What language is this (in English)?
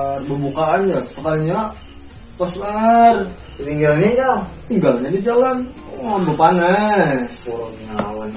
Banjar